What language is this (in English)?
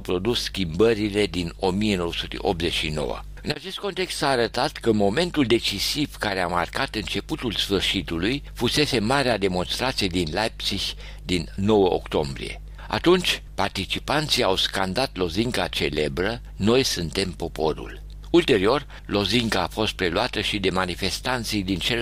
Romanian